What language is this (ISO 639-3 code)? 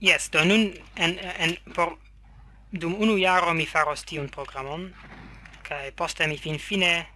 epo